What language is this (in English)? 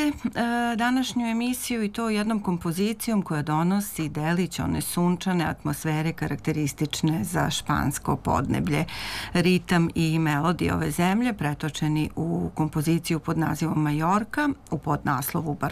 Serbian